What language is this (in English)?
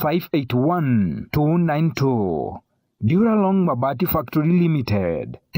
Meru